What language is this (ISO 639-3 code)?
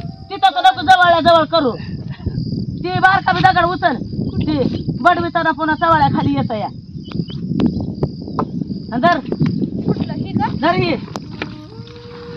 mar